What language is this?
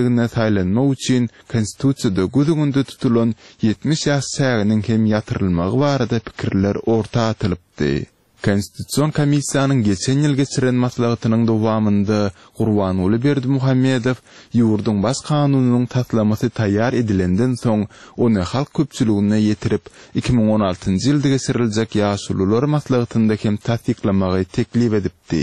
Turkmen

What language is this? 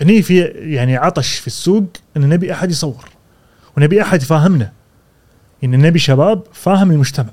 Gulf Arabic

